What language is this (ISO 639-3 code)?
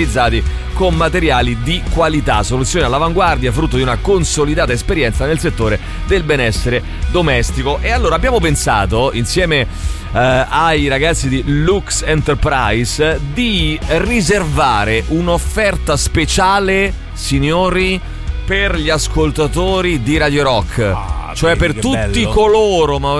ita